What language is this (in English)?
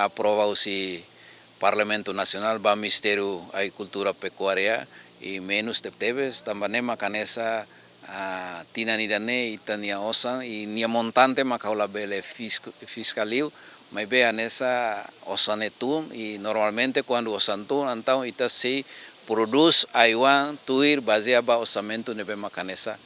Tetum